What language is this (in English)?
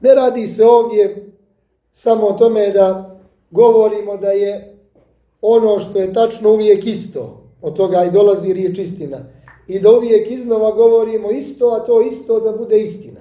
Serbian